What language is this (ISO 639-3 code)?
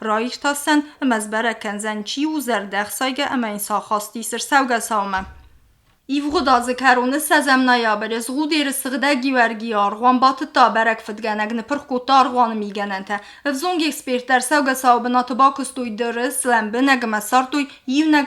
oss